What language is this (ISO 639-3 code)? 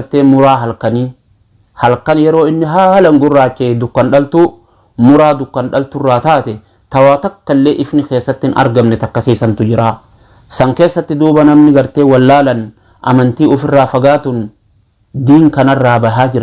orm